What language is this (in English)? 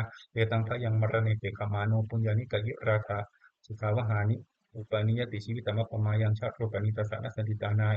Pali